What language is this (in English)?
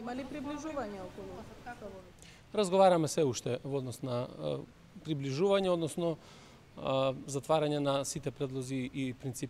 Macedonian